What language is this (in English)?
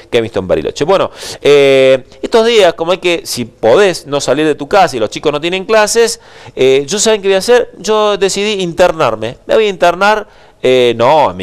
Spanish